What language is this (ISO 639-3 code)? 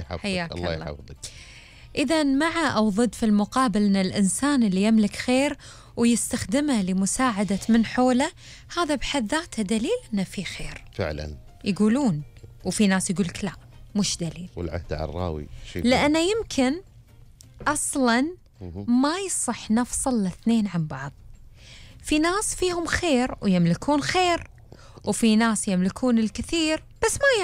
afb